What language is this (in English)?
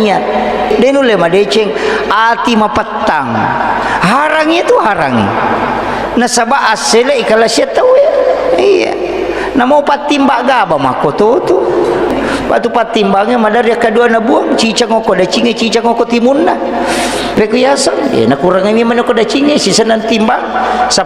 Buginese